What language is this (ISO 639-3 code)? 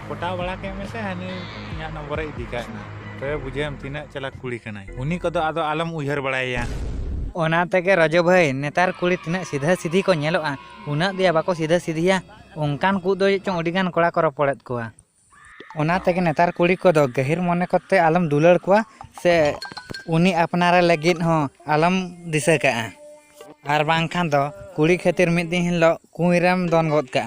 sat